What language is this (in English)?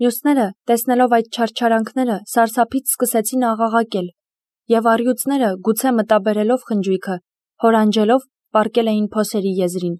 Armenian